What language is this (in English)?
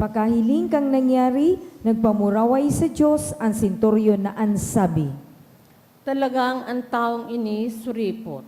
Bikol